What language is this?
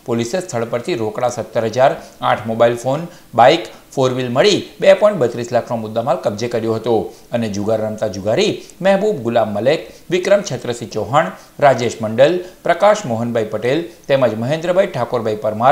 Gujarati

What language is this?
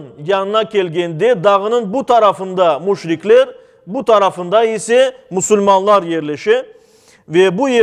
Crimean Tatar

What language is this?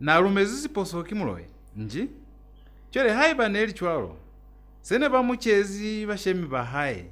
Lozi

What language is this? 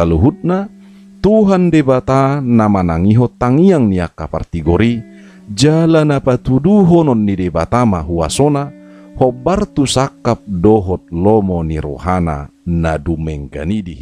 Batak Toba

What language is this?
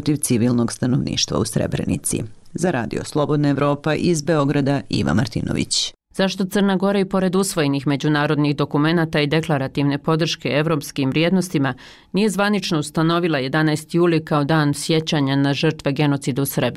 Bosnian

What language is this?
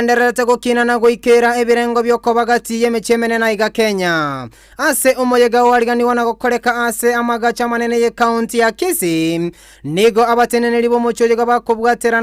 Gusii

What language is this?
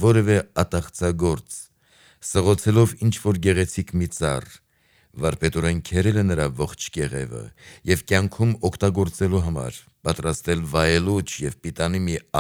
Armenian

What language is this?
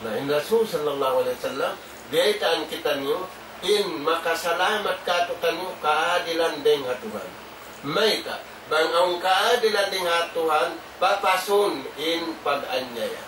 Tausug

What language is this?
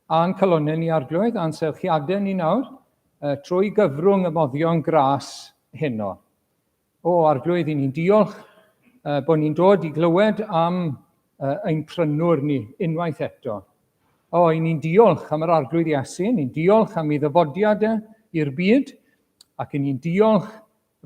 Welsh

